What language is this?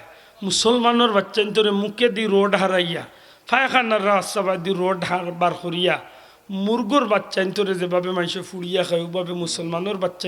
Sylheti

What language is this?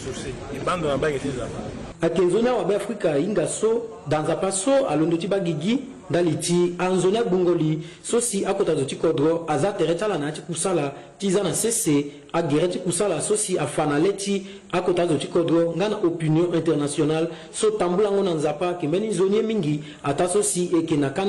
Sango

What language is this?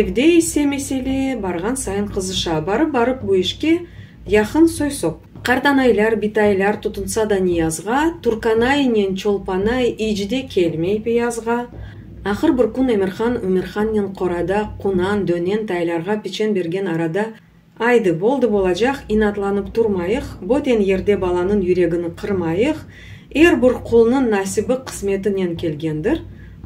Crimean Tatar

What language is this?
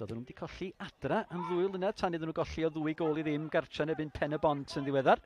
Welsh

